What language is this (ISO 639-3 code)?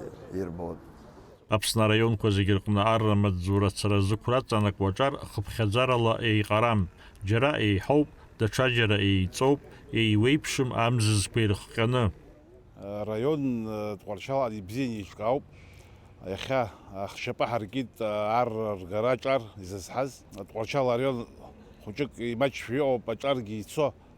abk